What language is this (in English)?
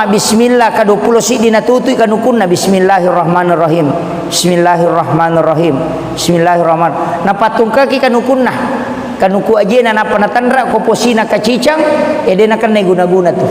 Buginese